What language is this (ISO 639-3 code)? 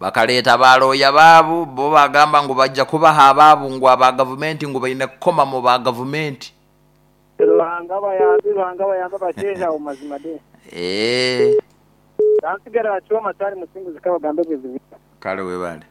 nyo